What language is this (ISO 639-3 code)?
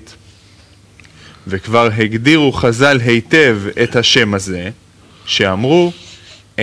heb